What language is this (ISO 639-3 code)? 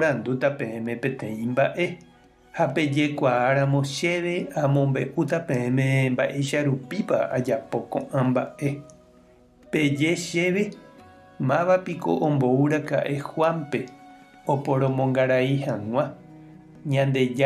grn